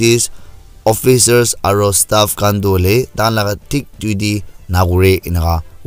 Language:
Naga Pidgin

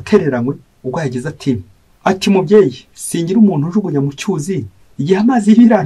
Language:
Kinyarwanda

